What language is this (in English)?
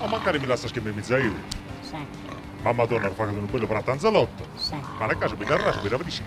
Sardinian